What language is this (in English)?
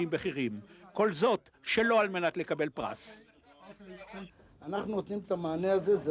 Hebrew